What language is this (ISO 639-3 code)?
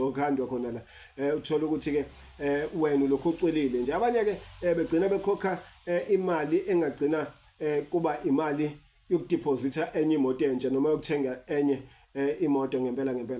zul